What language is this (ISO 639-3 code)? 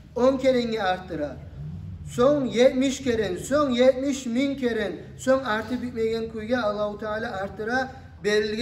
kum